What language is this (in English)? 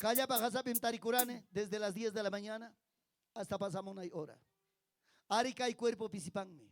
Ayacucho Quechua